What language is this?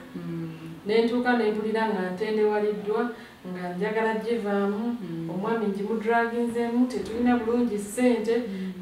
Ganda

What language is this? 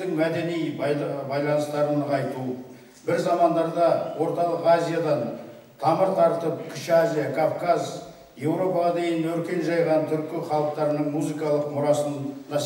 Kazakh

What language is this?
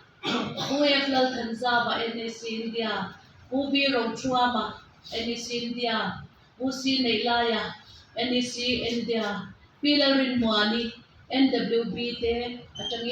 Mizo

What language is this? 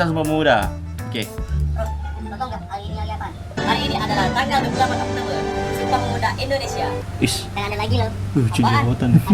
Musi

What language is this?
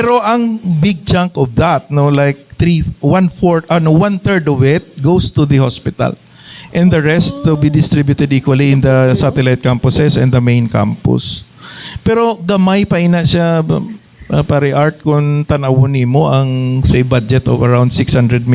Hiligaynon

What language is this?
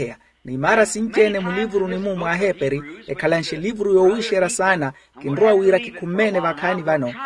Makhuwa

